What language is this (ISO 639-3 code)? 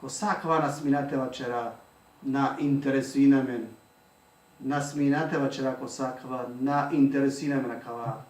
rmn